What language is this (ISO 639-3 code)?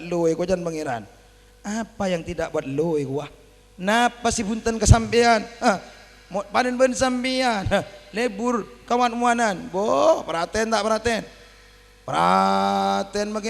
mad